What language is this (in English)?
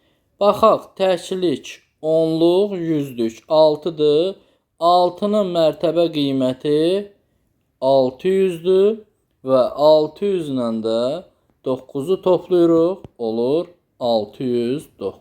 Azerbaijani